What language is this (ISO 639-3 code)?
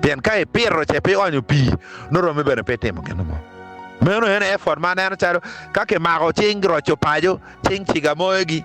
ach